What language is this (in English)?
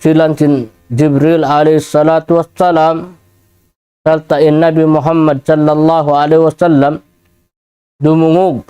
Tausug